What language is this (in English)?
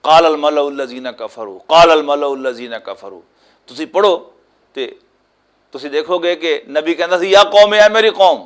Western Panjabi